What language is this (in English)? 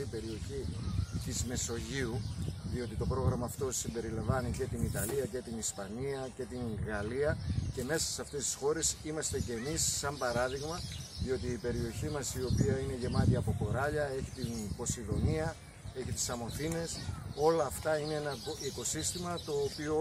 Greek